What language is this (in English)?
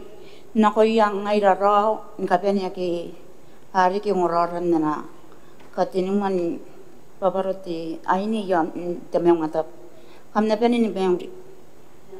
Gilbertese